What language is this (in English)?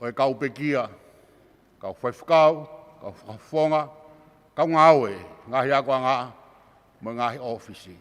Tongan